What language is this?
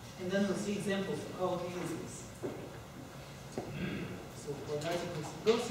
English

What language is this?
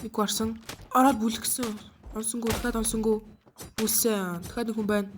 Mongolian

